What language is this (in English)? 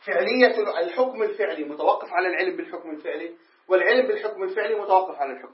Arabic